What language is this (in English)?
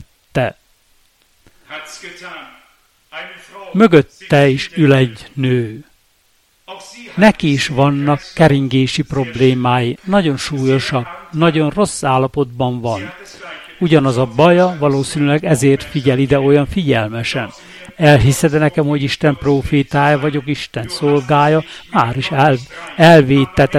Hungarian